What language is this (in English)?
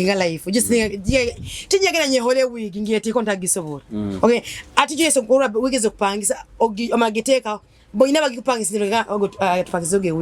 Nyoro